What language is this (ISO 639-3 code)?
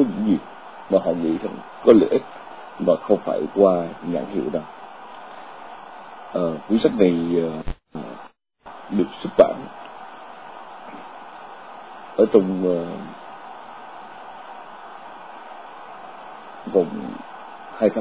vie